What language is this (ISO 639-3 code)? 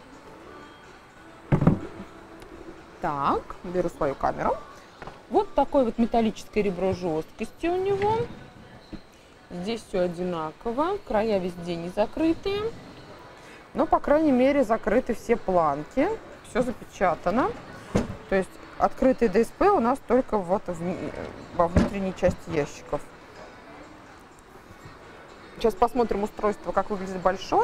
rus